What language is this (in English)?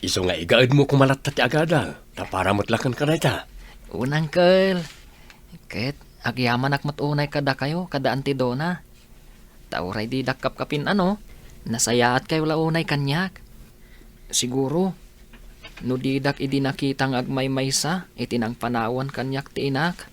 Iloko